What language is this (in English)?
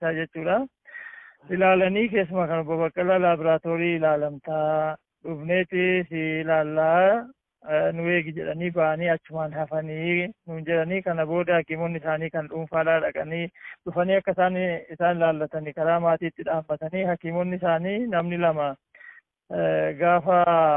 Oromo